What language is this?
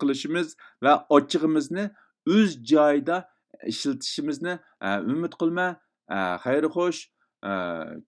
Uyghur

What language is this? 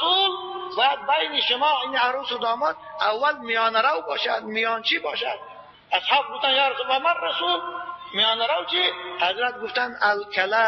Tajik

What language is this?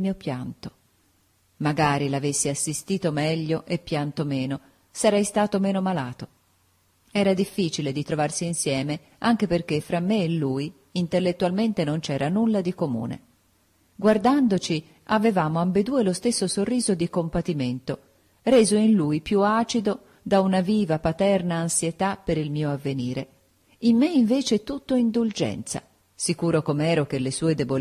Italian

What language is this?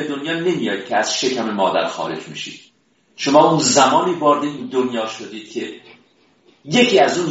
Persian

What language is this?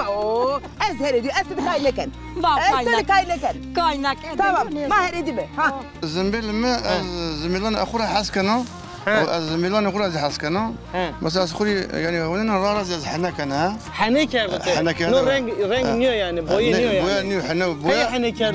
Zaza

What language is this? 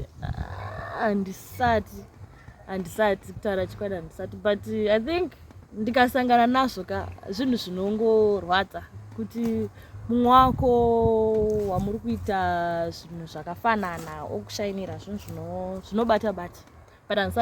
Shona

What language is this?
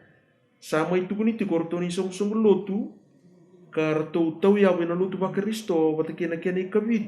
Fijian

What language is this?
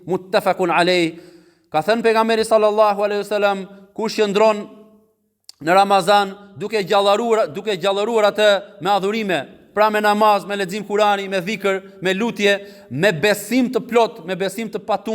Albanian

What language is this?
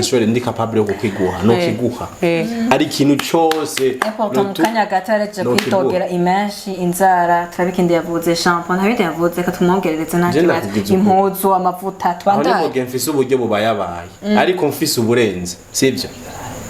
Rundi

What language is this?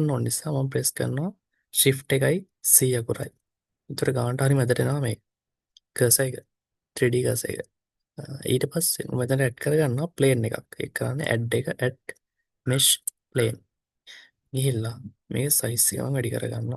Sinhala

